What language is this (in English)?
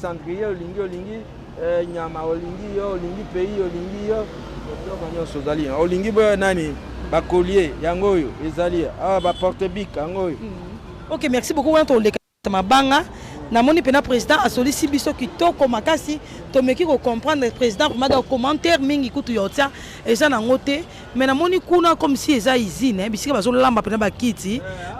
Lingala